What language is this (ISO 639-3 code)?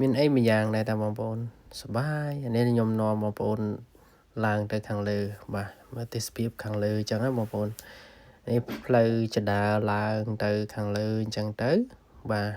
khm